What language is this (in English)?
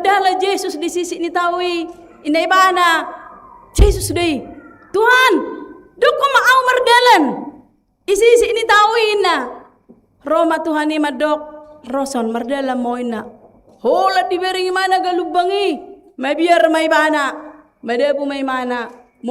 Batak Toba